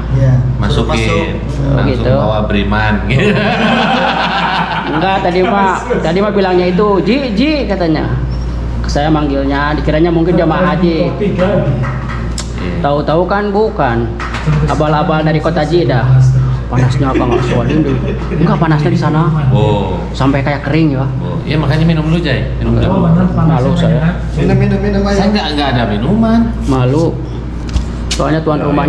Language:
Indonesian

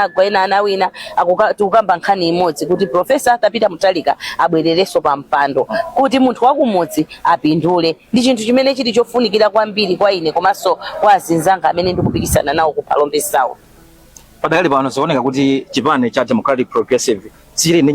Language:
Nyanja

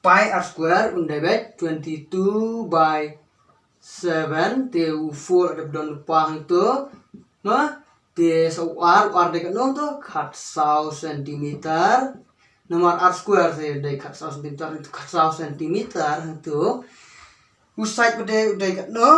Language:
Khasi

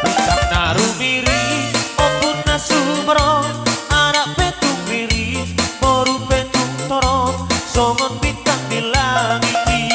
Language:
Batak Toba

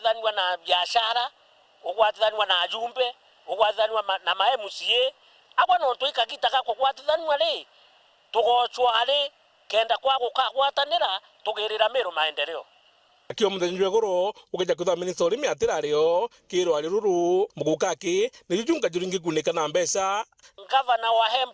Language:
Meru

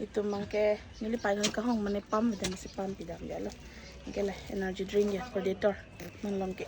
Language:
Karbi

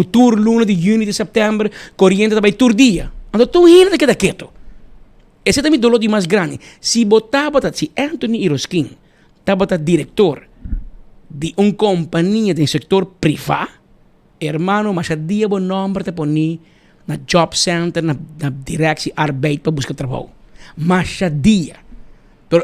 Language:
Papiamento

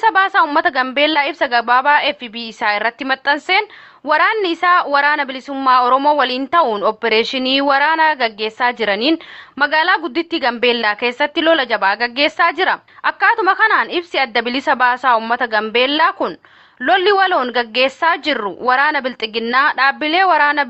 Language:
Oromo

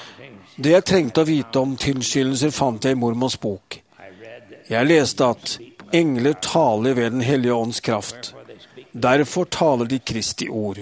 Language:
Norwegian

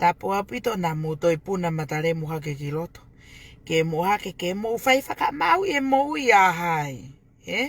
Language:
Tongan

